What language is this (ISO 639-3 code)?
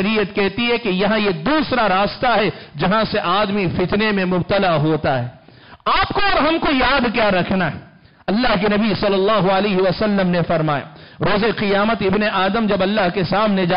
urd